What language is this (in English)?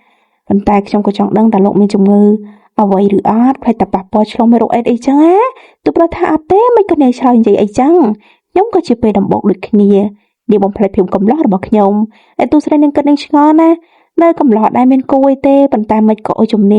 Khmer